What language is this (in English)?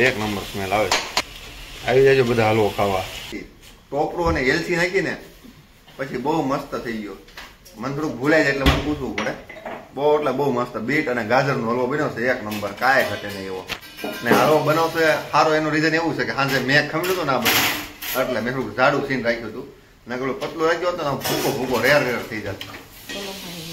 Gujarati